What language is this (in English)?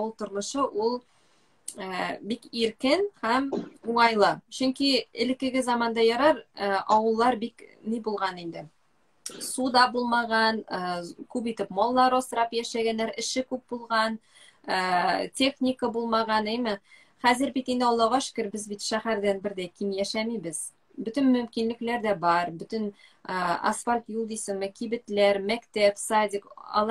Tatar